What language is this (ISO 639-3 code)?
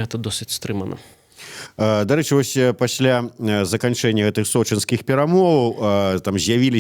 bel